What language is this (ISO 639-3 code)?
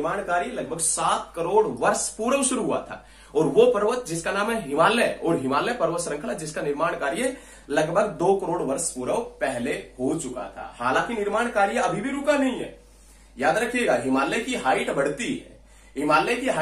hin